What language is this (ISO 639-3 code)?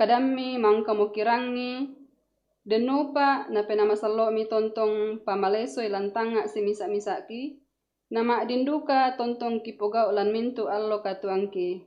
sda